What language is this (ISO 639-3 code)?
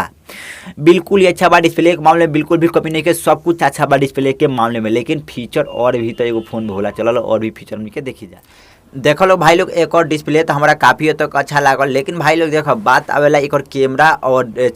bho